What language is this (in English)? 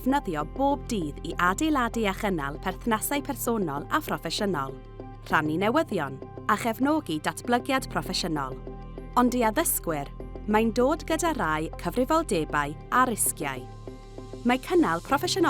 Welsh